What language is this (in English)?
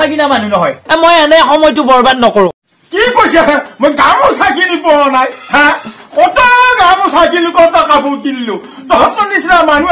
Assamese